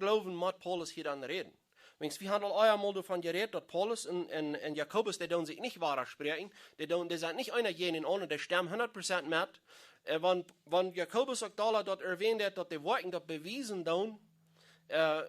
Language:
Plautdietsch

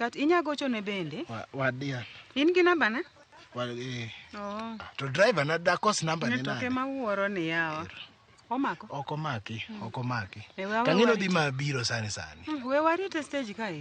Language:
Luo (Kenya and Tanzania)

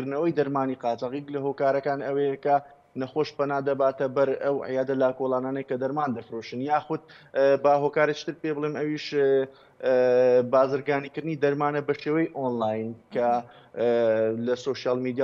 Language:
Central Kurdish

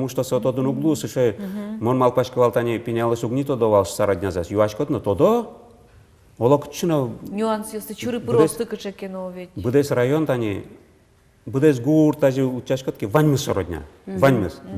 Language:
Udmurt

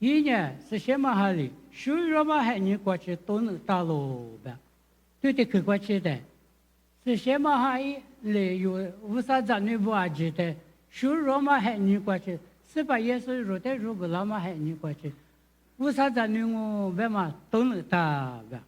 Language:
Lisu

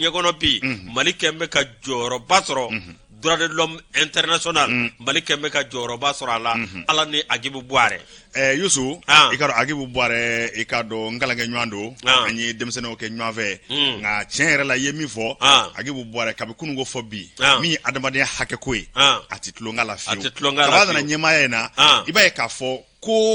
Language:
Bambara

